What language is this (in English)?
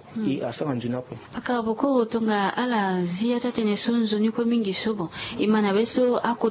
Sango